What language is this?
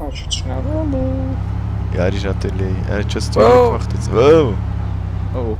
Swiss German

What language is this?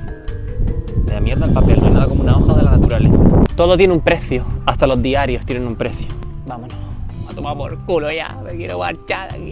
Spanish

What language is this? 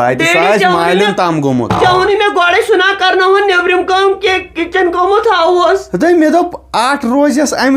Kashmiri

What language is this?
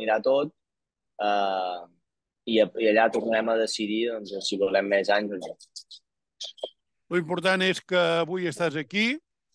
Catalan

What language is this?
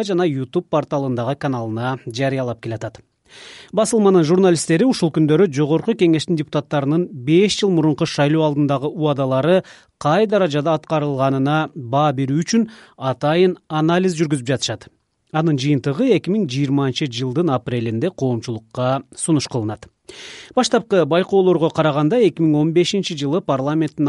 Kyrgyz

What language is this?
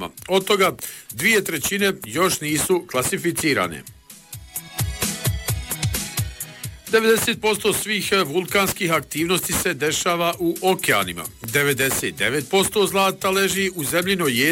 Bosnian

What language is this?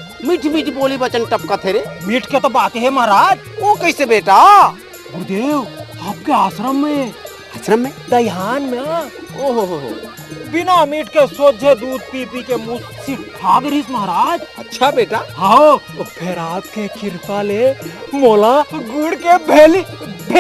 Chhattisgarhi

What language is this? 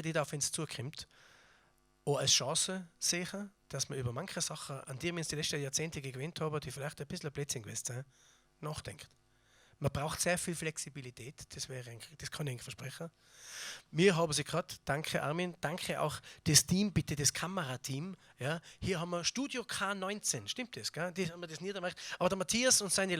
Bavarian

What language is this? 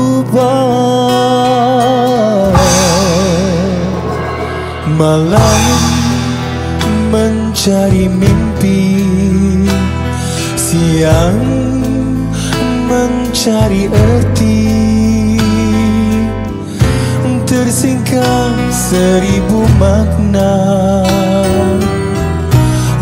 Malay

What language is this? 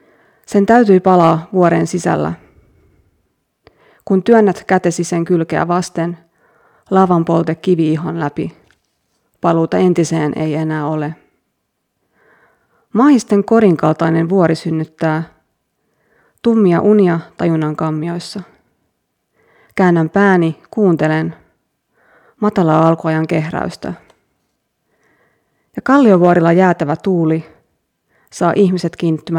Finnish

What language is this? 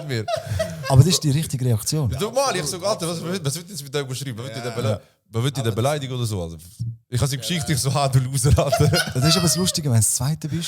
Swiss German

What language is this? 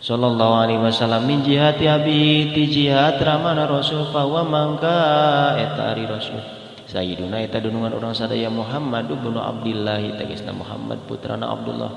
Sundanese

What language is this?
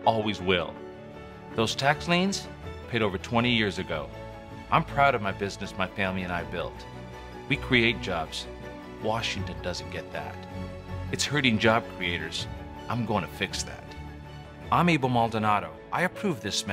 English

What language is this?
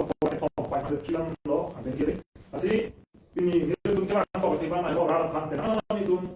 Karbi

